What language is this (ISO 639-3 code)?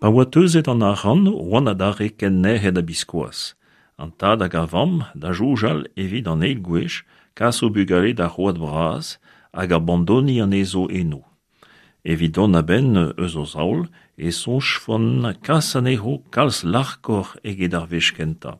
bre